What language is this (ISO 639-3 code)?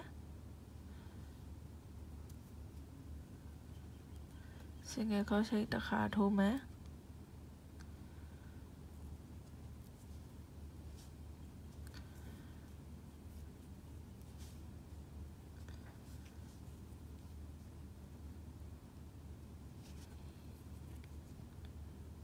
mya